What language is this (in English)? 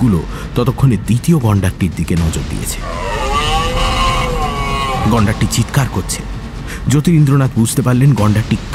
Bangla